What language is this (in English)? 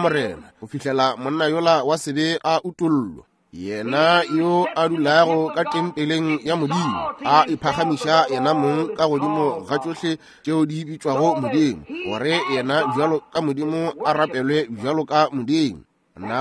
Northern Sotho